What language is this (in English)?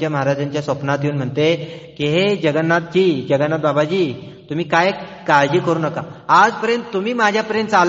Marathi